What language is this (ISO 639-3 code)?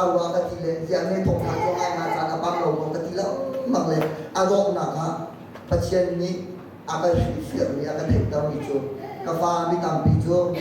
cnh